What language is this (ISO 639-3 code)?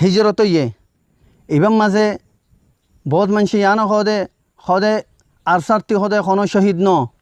rhg